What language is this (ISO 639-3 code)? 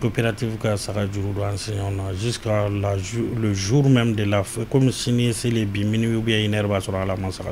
bam